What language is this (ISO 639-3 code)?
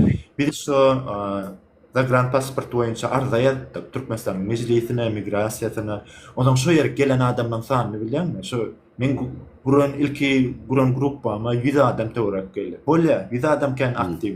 tuk